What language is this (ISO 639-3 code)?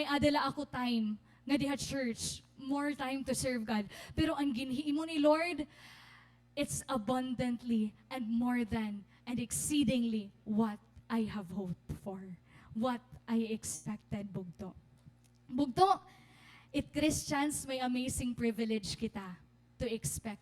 war